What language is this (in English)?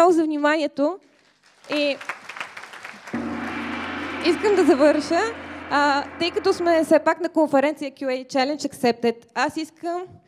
Bulgarian